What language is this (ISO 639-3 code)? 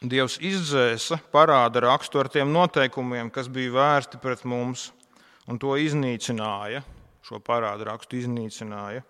lav